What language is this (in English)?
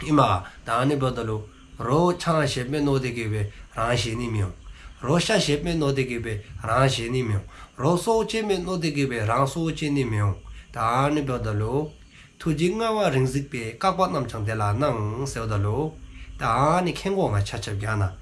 Dzongkha